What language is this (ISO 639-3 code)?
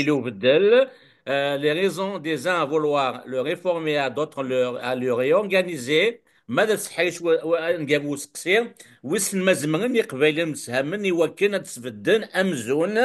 kab